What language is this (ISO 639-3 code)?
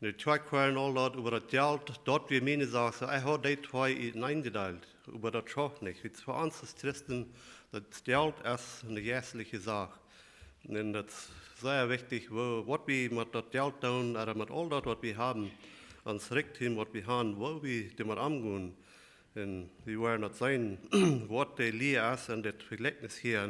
pdt